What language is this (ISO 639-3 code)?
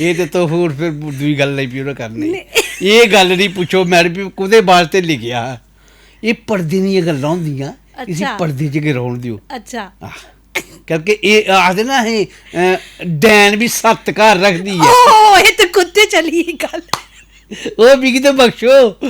doi